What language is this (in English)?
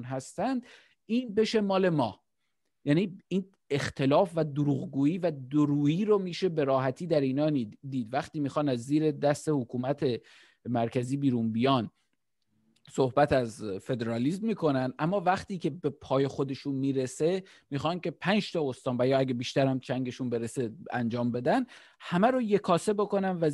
Persian